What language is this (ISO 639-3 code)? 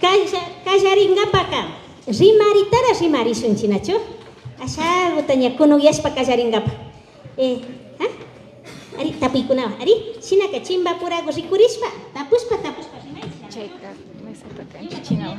qvi